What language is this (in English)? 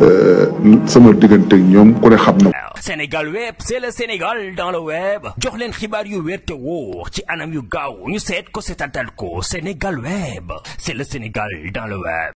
Wolof